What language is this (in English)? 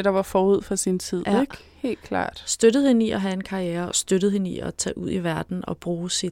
Danish